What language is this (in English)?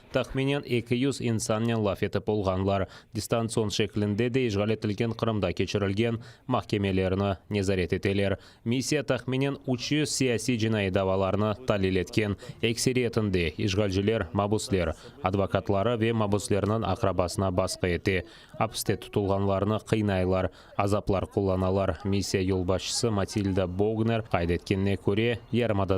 Crimean Tatar